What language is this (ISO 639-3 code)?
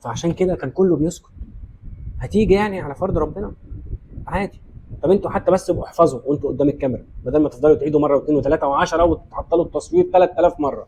arz